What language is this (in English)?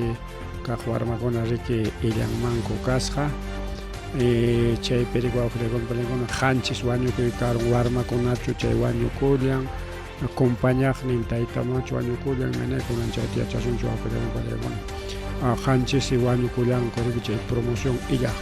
Ayacucho Quechua